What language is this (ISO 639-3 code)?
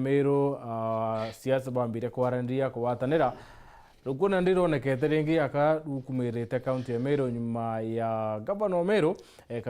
mer